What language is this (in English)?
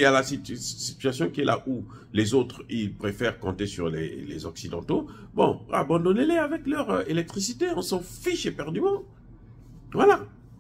French